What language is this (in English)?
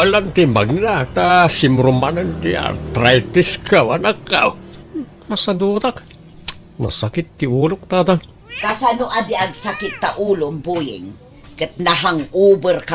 Iloko